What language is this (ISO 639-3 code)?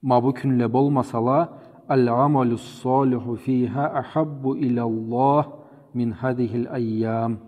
krc